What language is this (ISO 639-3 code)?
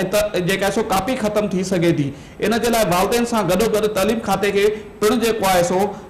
snd